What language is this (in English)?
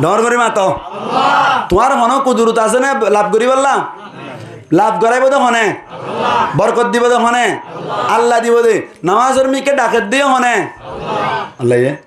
Rohingya